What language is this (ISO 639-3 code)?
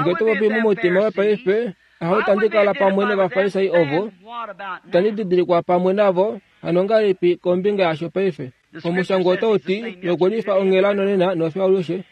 kua